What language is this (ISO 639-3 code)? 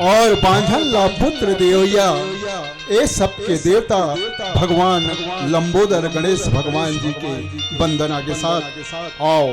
hne